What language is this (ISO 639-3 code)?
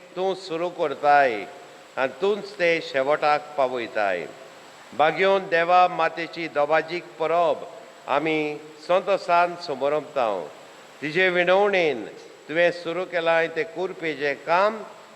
kok